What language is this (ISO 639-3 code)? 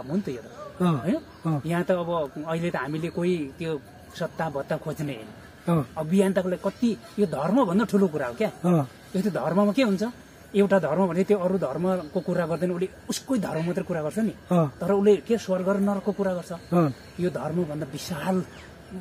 nep